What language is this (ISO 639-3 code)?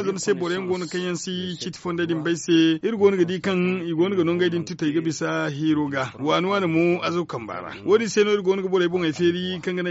dje